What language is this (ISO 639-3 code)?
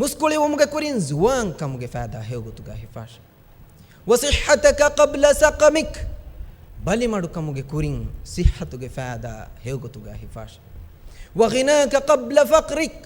div